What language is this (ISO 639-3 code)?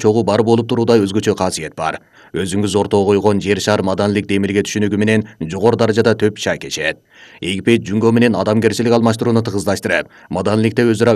kir